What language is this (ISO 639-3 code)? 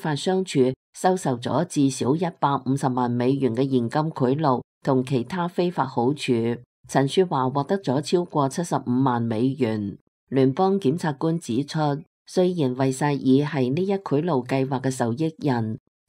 yue